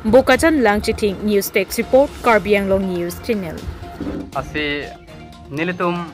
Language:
Karbi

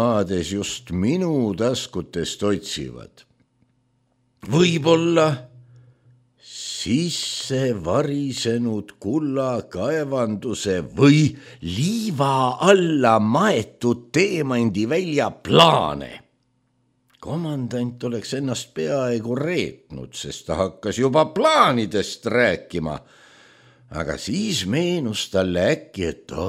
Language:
Estonian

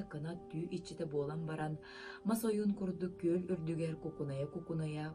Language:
Yakut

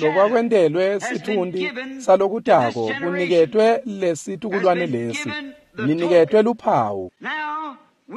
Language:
Swati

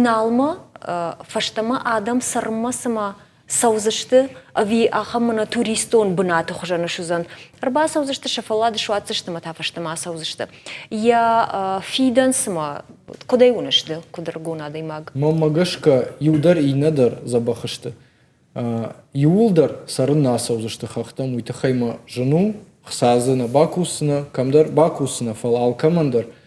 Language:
Ossetic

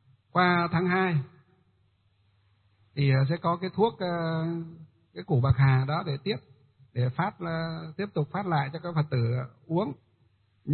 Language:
Vietnamese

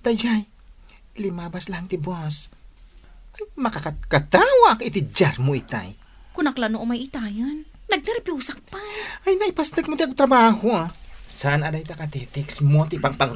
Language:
Iloko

